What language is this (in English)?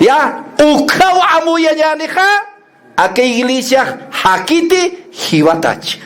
Aymara